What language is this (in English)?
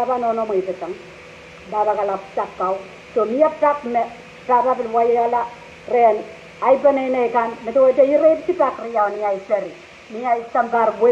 Pohnpeian